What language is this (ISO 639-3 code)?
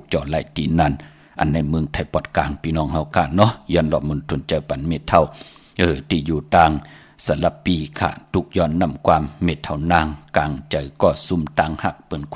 shn